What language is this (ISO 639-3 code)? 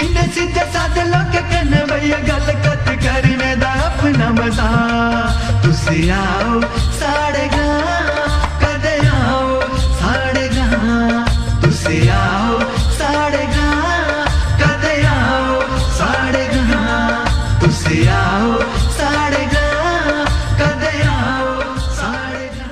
doi